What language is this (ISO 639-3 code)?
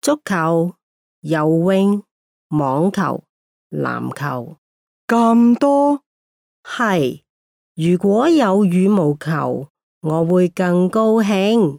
yue